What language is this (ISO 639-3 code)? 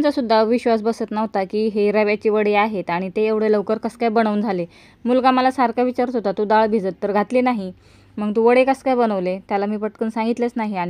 mar